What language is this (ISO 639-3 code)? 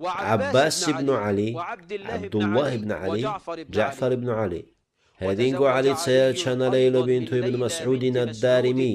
ava